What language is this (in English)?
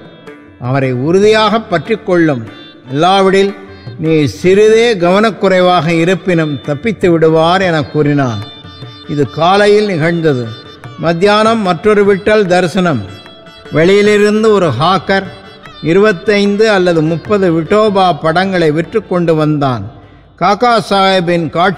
Tamil